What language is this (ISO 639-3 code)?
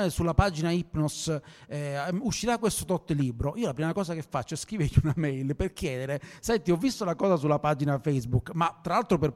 ita